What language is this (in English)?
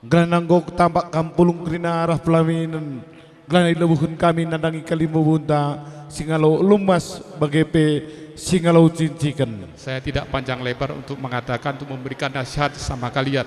Batak Karo